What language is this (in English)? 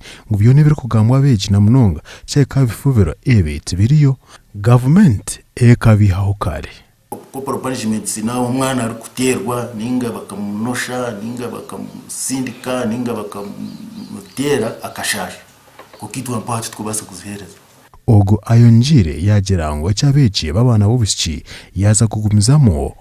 Nyankole